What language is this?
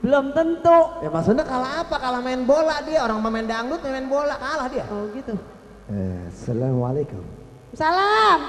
Betawi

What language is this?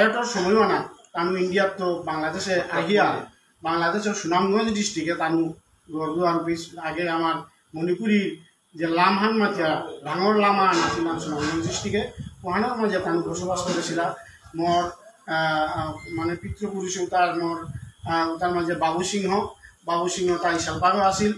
Bishnupriya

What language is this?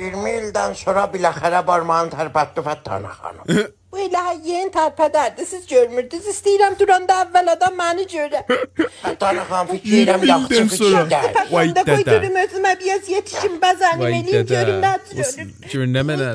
South Azerbaijani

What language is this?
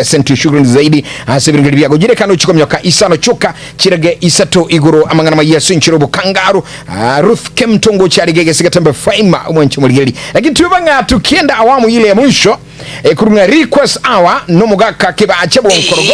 Gusii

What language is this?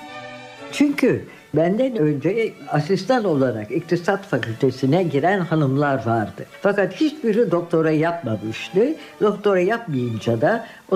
Turkish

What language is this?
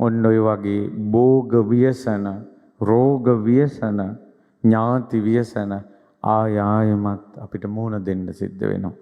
Sinhala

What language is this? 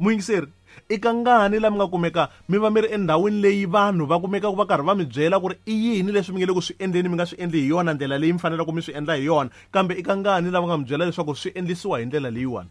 Tsonga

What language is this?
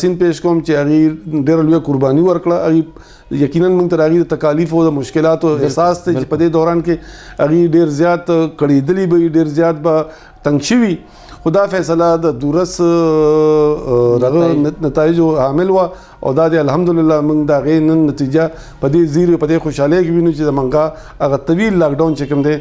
Pashto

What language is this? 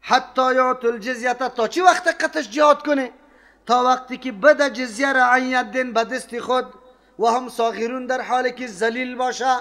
Persian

